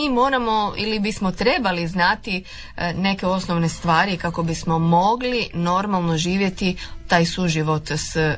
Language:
Croatian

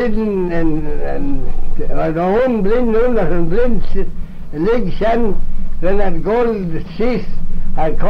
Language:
Manx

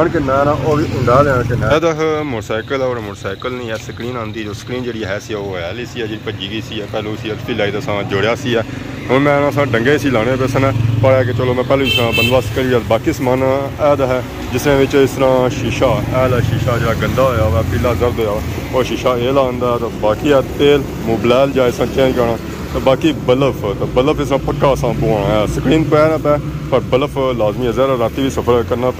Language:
Pahari-Potwari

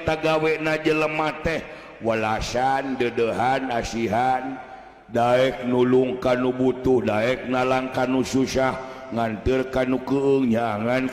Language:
Sundanese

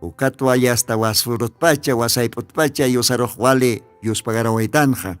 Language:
Aymara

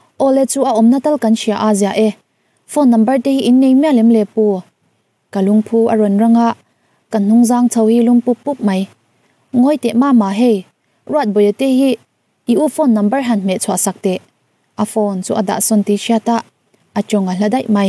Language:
Mizo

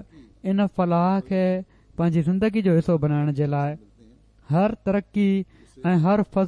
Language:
Sindhi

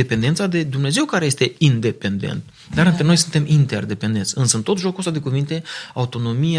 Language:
Romanian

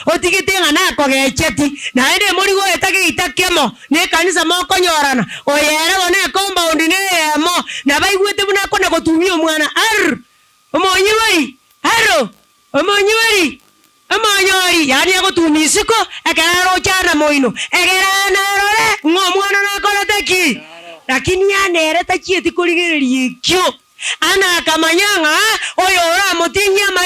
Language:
Gusii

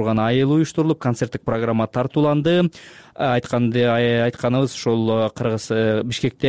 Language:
Kyrgyz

